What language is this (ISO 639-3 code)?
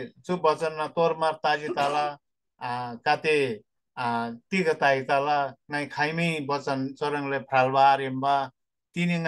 taj